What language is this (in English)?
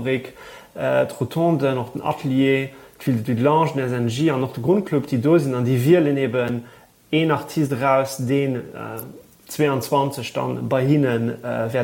Luxembourgish